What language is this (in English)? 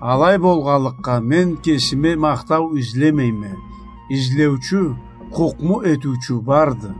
Karachay-Balkar